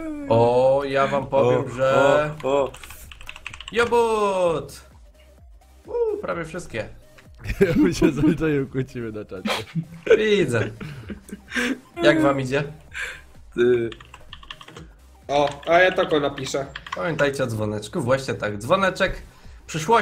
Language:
Polish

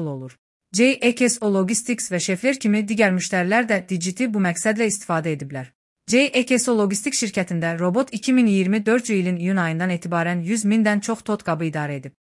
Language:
Azerbaijani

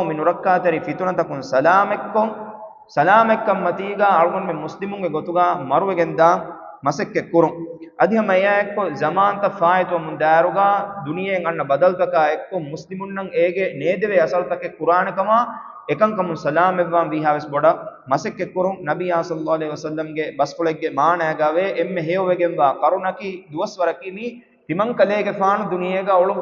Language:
Divehi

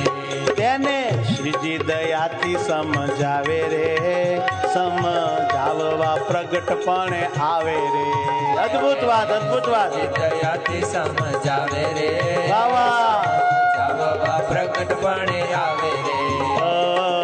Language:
Gujarati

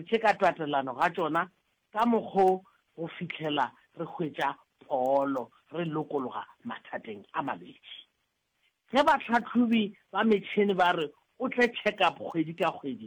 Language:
Northern Sotho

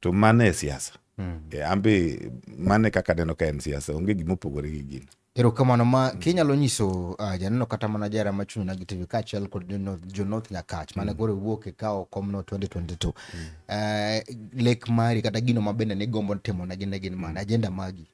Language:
Luo (Kenya and Tanzania)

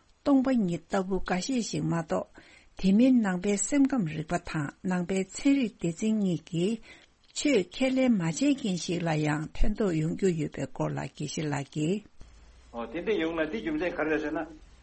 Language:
Tibetan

